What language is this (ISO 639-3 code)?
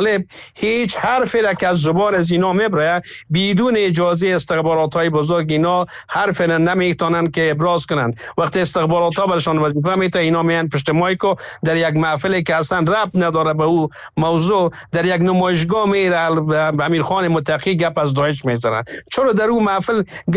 fas